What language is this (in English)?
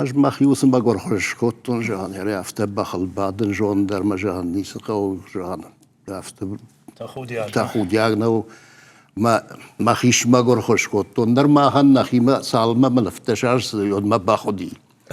Ossetic